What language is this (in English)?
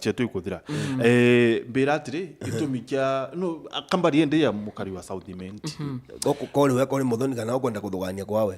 Meru